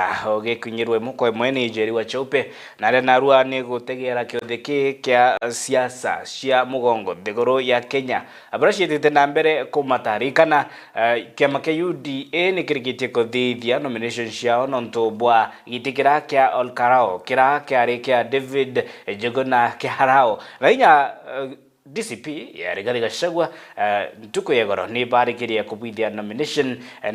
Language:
Meru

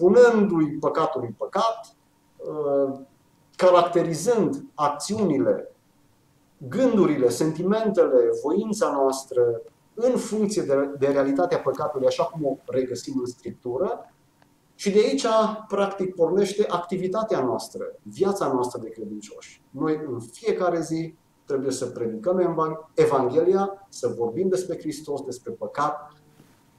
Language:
Romanian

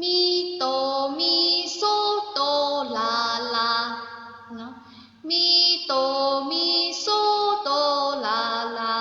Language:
Shan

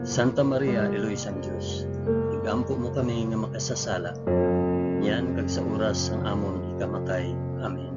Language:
Hiligaynon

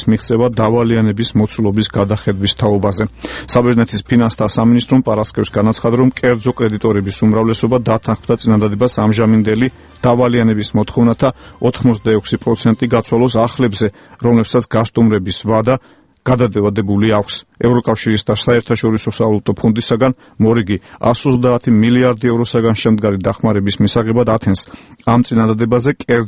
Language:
Georgian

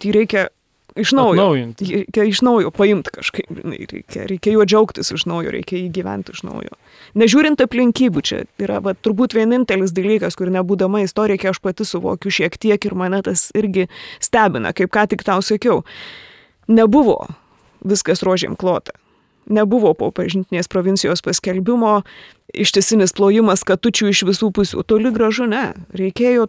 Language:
Lithuanian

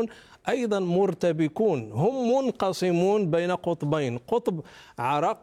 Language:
Arabic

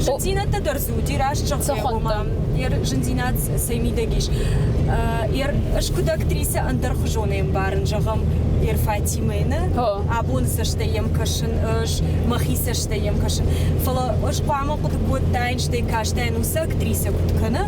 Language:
Ossetic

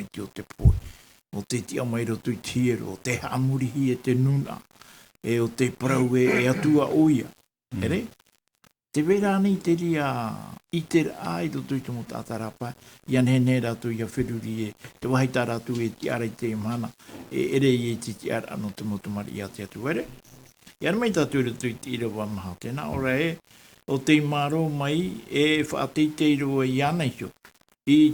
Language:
Tahitian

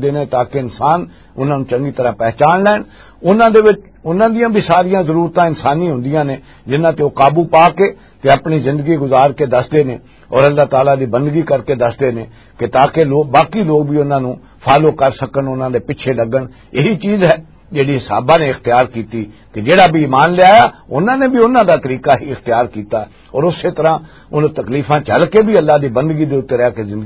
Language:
Western Panjabi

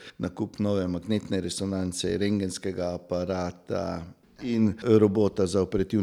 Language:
Slovenian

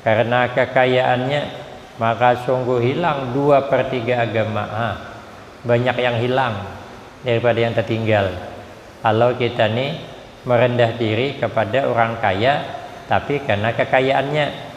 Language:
Banjar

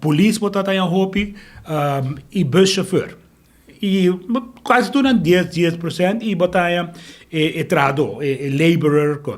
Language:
Papiamento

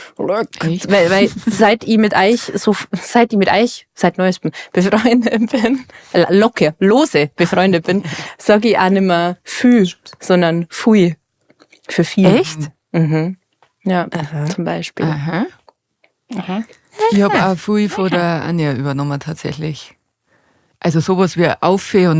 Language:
Bavarian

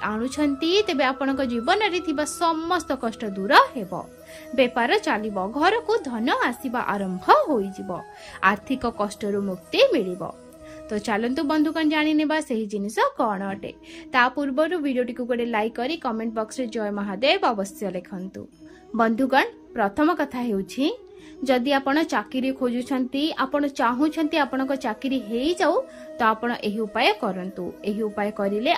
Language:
Odia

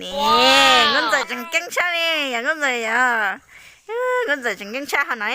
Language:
Hmong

